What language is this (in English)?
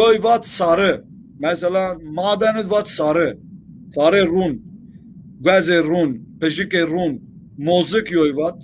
Zaza